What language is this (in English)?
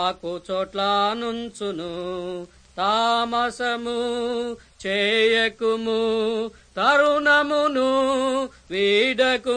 Telugu